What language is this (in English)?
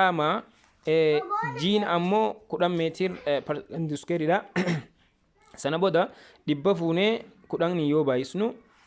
Oromo